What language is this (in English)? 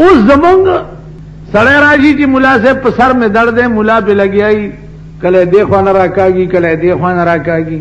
Pashto